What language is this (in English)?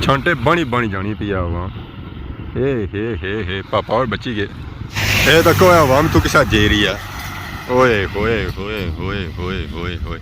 Pahari-Potwari